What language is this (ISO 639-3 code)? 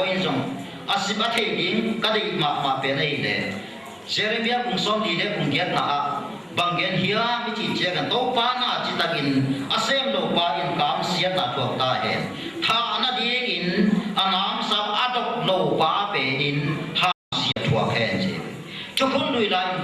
ctd